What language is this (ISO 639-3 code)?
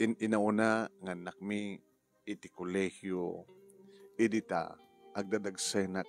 ilo